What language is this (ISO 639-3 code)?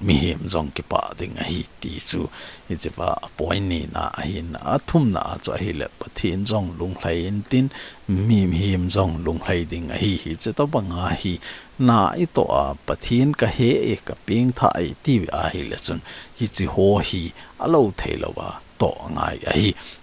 tcz